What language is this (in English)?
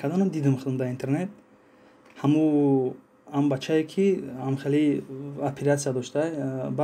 Tajik